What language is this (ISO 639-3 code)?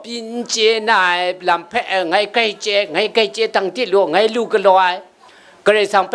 kac